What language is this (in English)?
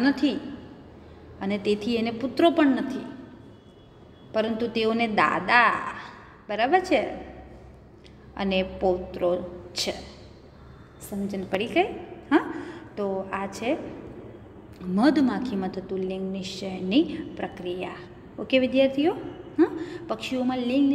Gujarati